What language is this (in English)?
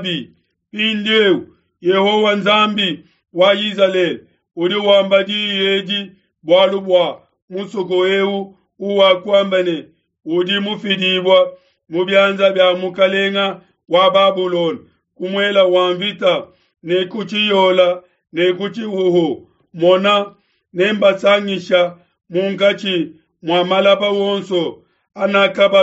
Luba-Lulua